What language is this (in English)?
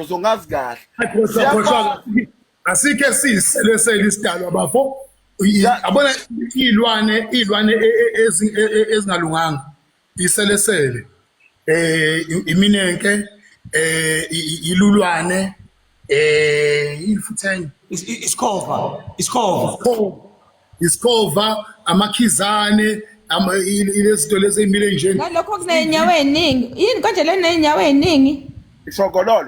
Zulu